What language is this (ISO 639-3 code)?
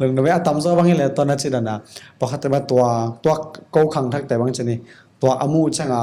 ctd